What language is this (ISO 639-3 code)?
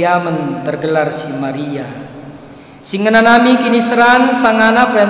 btx